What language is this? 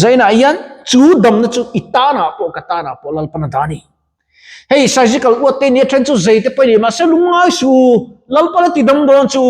Mizo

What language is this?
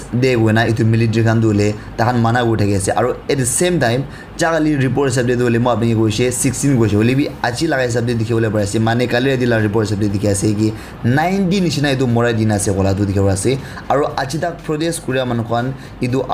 Naga Pidgin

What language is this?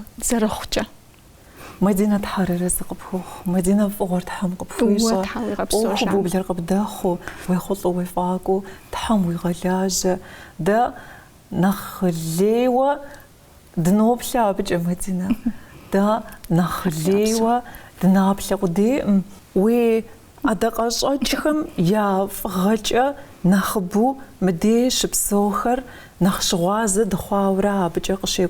Kabardian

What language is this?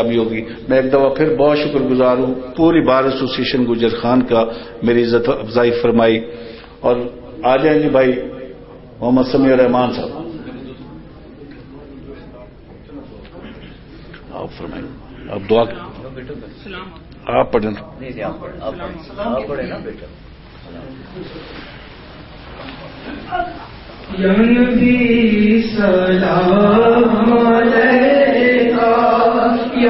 Urdu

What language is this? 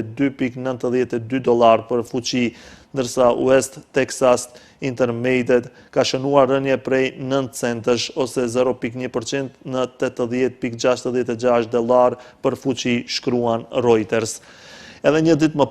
Albanian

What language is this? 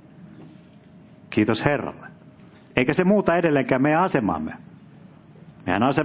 Finnish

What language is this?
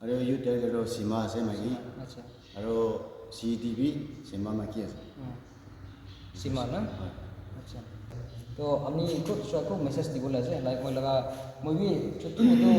Naga Pidgin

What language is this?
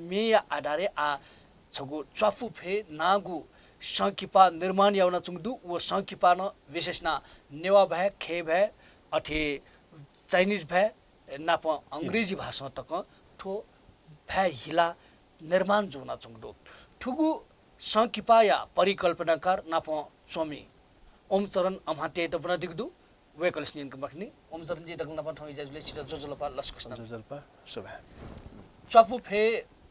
Newari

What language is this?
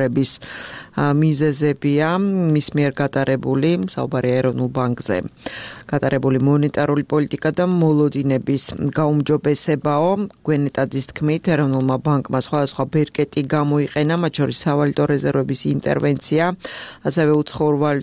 Georgian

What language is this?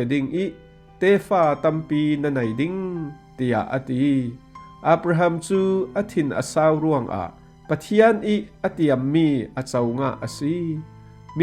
Falam Chin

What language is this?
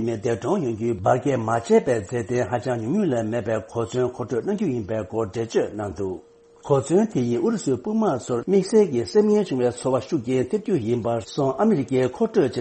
Tibetan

